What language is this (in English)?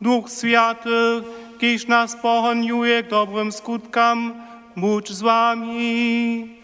Upper Sorbian